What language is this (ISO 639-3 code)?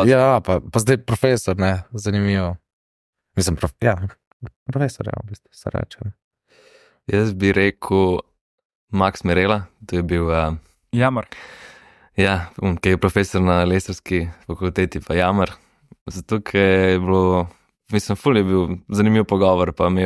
slv